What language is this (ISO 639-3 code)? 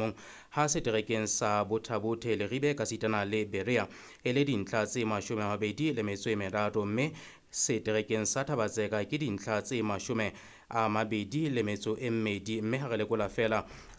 sot